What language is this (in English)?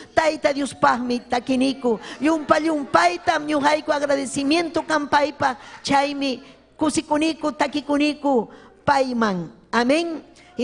Ayacucho Quechua